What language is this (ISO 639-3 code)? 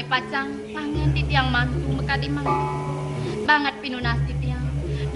ban